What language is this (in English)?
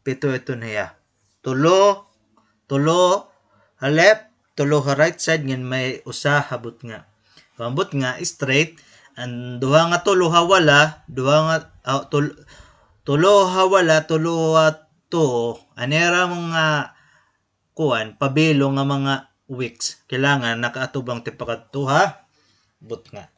Waray